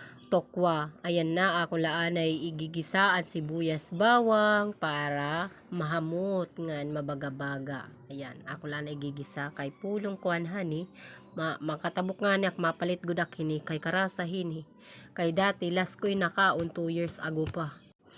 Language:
Waray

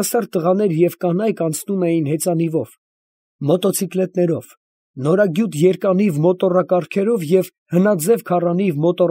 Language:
Armenian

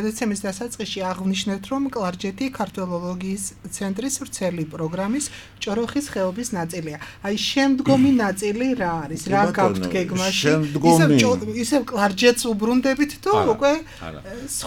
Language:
Georgian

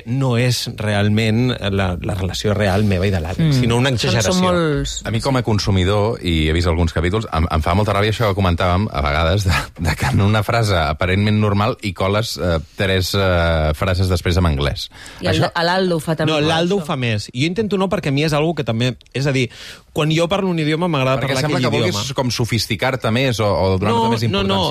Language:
Catalan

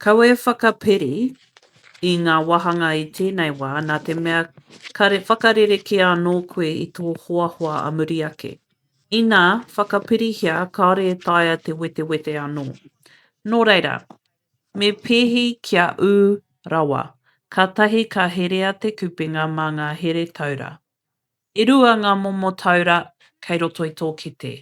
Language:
Māori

